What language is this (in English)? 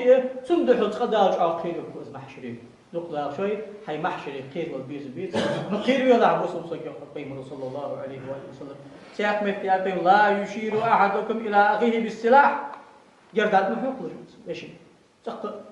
Ingush